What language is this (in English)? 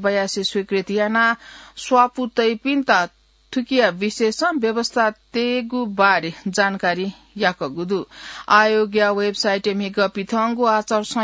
Newari